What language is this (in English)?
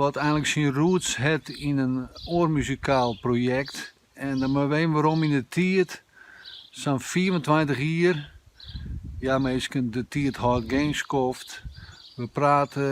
Western Frisian